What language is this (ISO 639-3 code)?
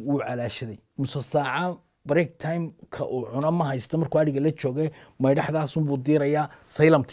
som